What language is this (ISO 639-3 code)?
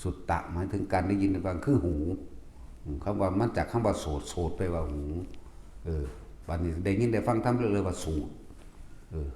tts